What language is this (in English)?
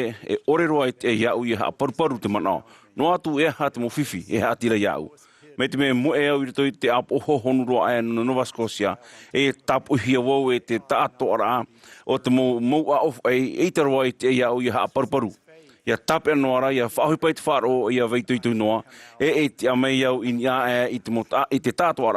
Tahitian